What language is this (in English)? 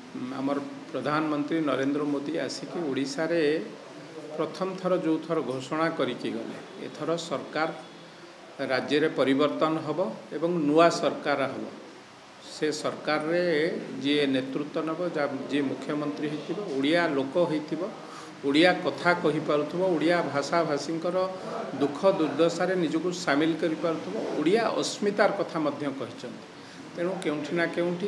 Odia